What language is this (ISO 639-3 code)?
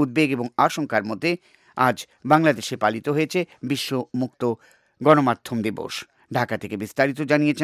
ben